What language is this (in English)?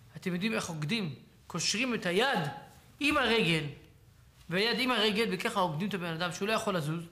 Hebrew